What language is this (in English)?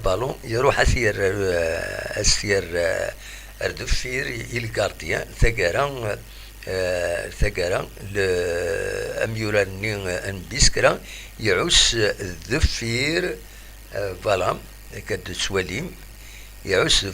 Kabyle